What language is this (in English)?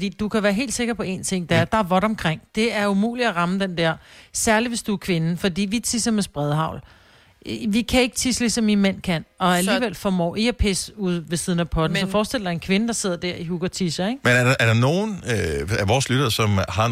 Danish